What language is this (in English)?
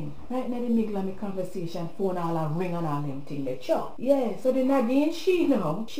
Jamaican Creole English